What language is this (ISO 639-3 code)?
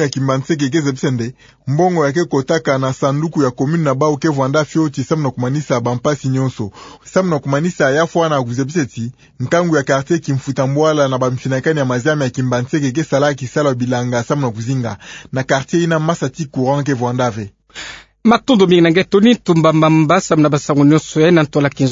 ktu